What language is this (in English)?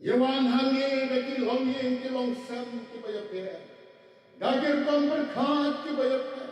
Khasi